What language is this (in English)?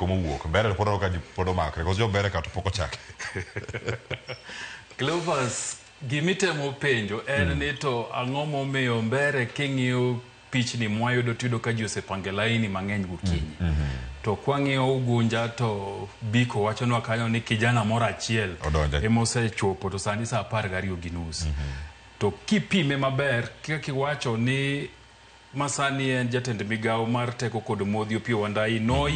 Luo (Kenya and Tanzania)